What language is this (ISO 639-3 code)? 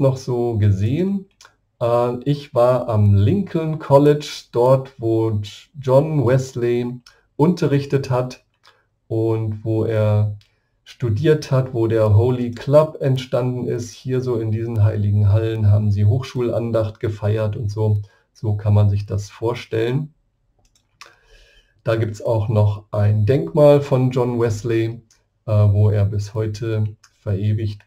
deu